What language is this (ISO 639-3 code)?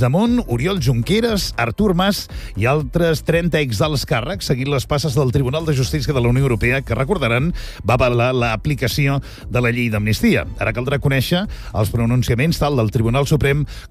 cat